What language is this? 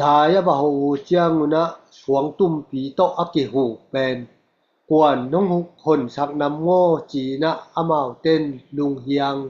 Tedim Chin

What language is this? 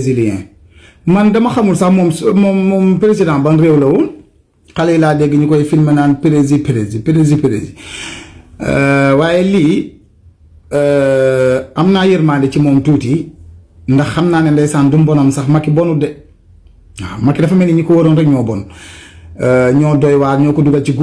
Wolof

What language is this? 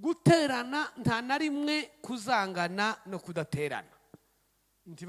Kinyarwanda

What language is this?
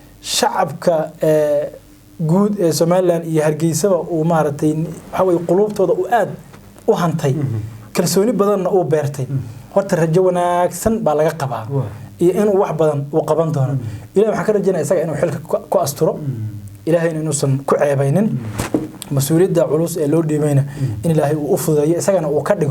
Somali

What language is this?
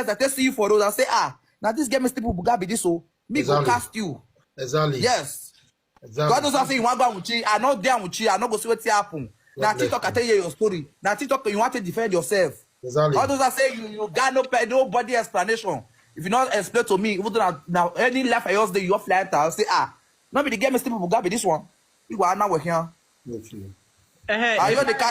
Nigerian Pidgin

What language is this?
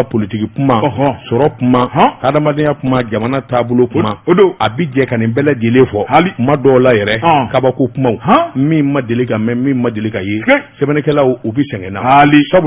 Bambara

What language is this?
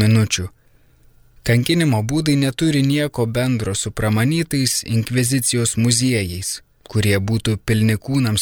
Lithuanian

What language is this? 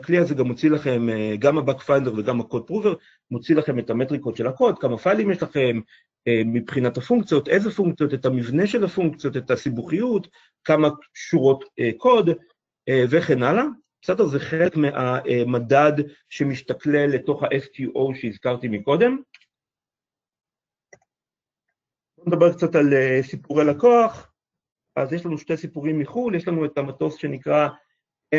Hebrew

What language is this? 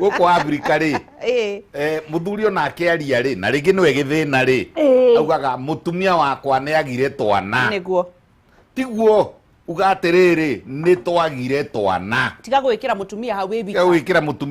Kikuyu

